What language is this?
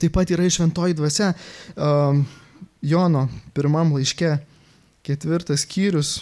Lithuanian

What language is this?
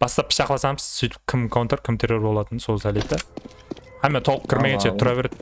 Kara-Kalpak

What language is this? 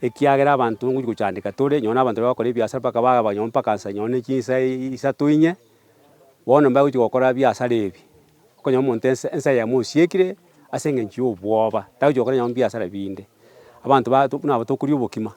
Gusii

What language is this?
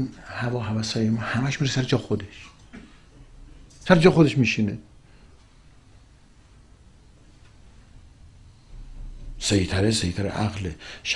Persian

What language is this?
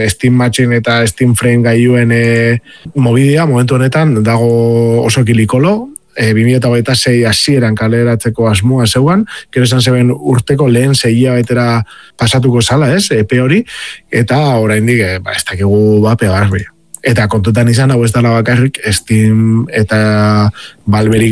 Basque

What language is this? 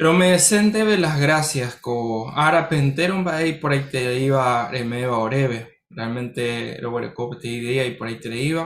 Guarani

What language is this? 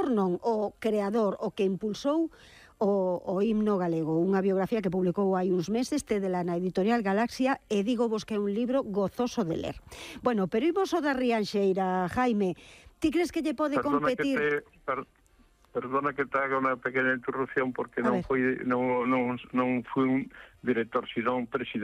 Galician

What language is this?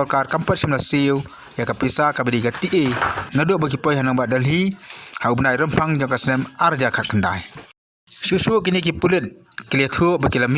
Khasi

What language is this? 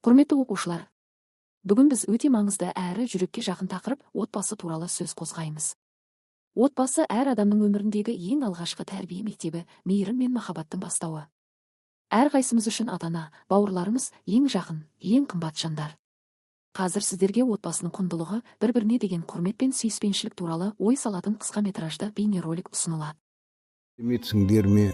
Kazakh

